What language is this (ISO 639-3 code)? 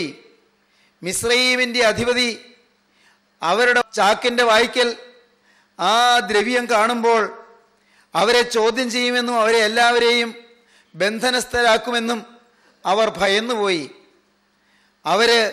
mal